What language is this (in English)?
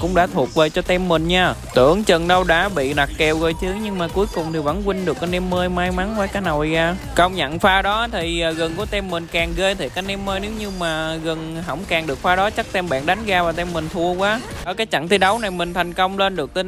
Vietnamese